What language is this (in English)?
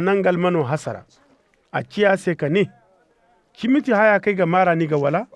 Zarma